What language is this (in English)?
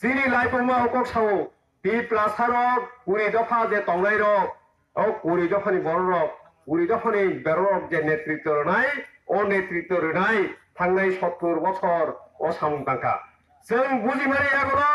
Kok Borok